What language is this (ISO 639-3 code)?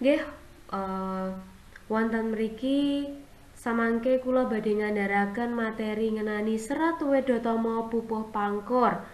jav